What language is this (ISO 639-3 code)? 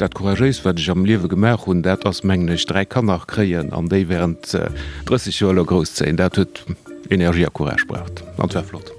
ltz